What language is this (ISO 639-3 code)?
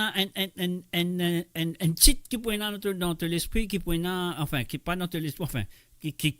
mfe